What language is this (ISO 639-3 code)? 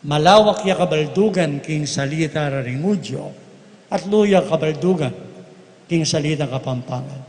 pam